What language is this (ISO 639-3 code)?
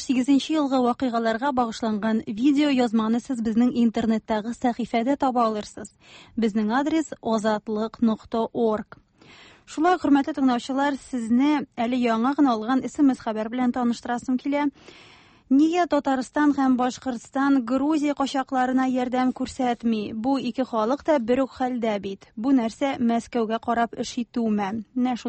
tat